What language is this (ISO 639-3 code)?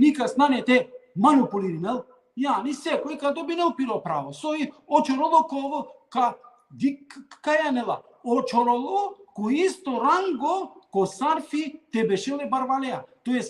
rmn